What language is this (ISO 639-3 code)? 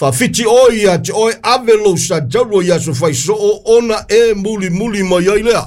smo